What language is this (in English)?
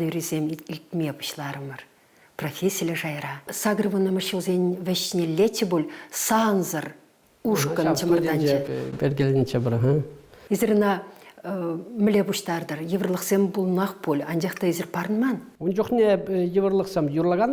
Chuvash